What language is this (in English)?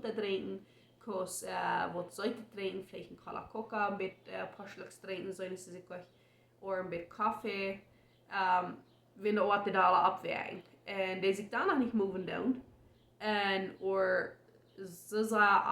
Plautdietsch